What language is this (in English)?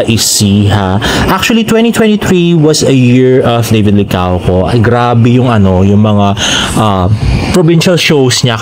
Filipino